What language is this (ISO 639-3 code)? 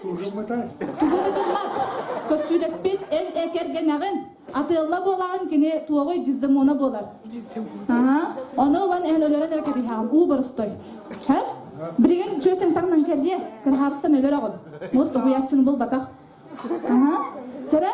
sah